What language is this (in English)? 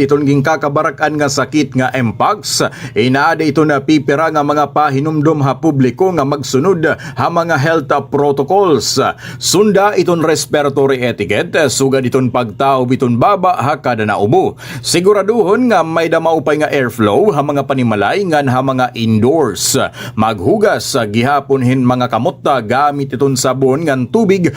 Waray